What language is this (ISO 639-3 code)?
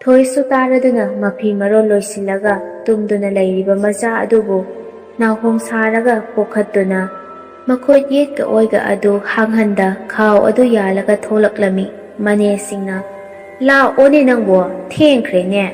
mni